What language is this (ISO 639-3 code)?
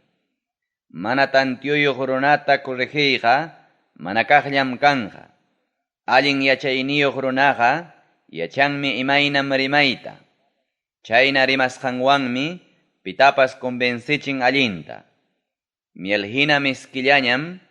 quy